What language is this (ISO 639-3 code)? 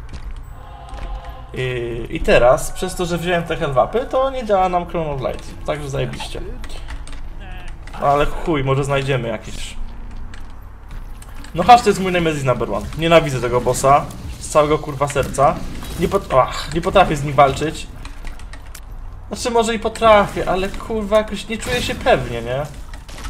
pol